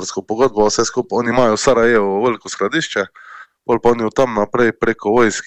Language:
Slovenian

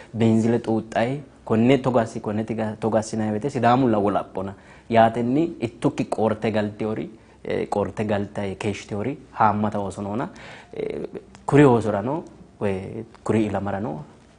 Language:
Sidamo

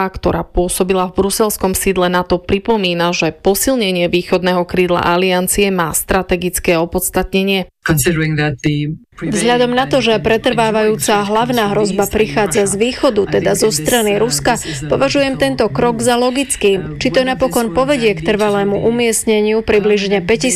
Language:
Slovak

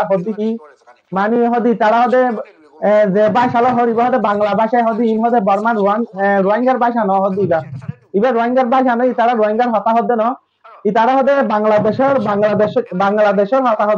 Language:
Rohingya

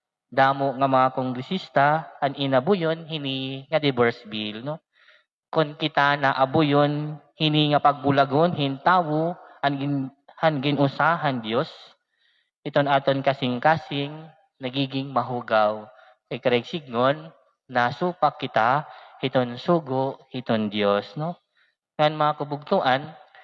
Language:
Waray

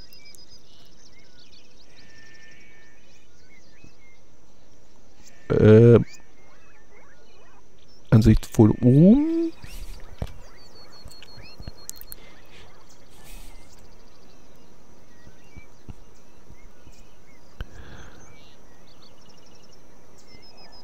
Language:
German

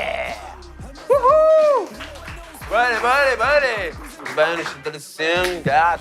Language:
Kabuverdianu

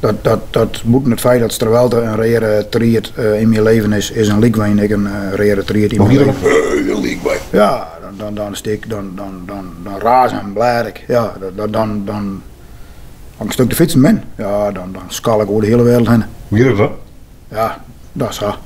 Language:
Western Frisian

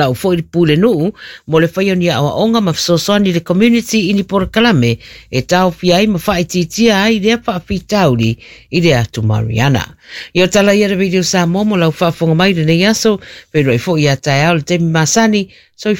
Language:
Samoan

